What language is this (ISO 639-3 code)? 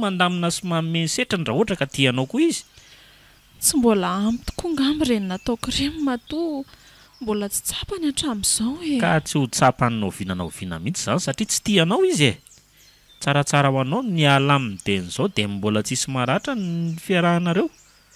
mlg